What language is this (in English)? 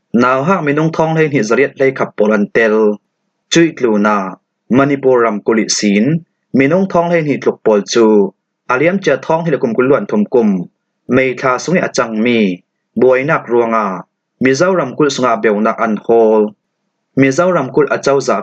Falam Chin